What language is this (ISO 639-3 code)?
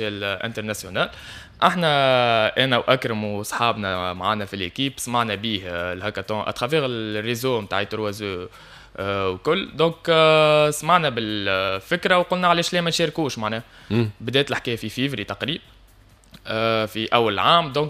aeb